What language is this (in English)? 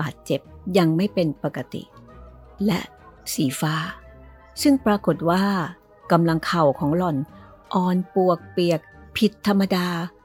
Thai